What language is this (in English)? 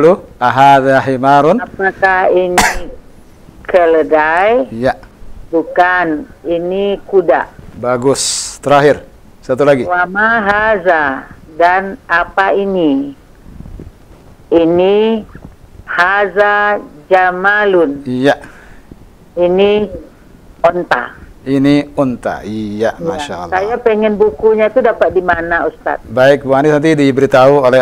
Indonesian